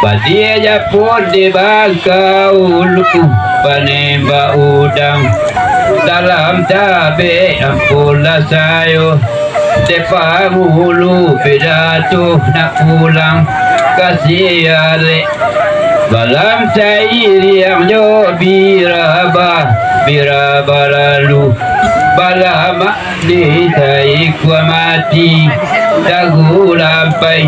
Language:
Minangkabau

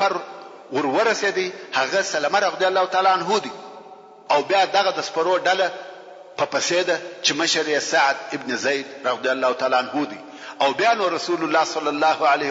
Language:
Pashto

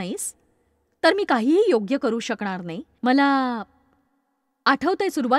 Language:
Marathi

